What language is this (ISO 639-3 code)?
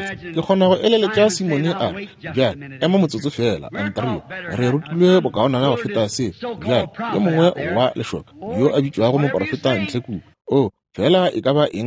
nso